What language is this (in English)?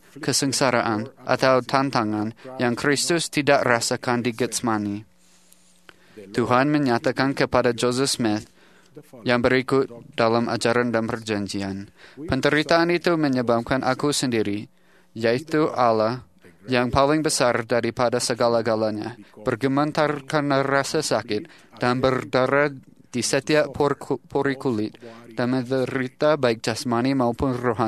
Indonesian